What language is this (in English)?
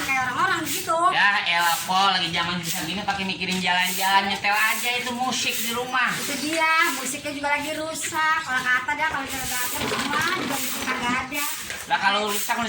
Betawi